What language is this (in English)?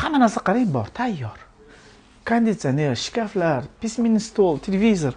Uzbek